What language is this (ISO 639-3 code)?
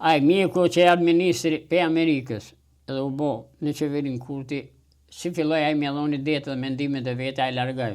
sqi